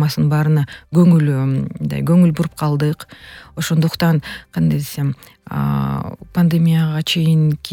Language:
Kyrgyz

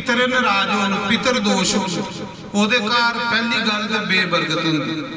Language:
Dogri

